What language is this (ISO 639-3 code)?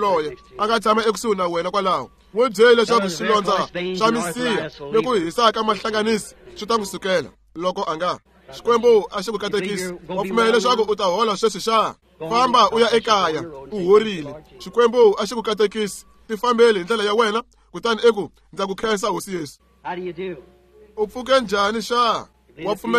tso